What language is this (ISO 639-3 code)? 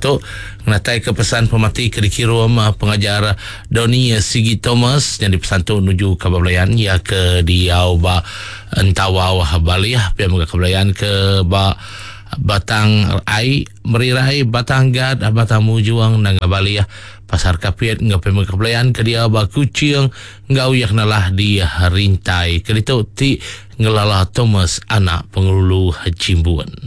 iba